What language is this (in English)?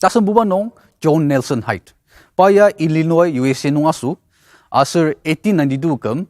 Ao Naga